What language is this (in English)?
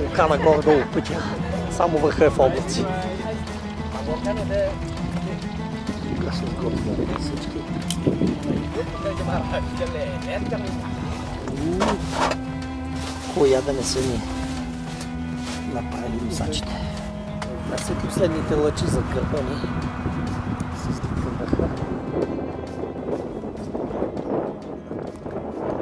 Bulgarian